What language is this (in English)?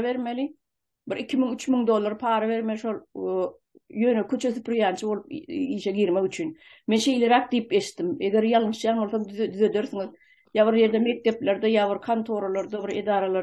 Turkmen